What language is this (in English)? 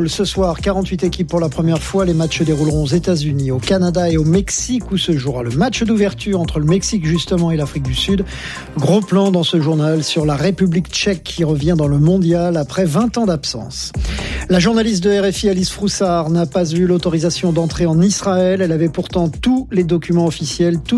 French